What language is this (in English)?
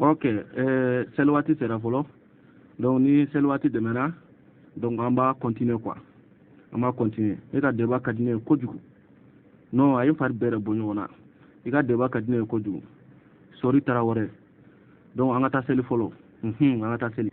Bambara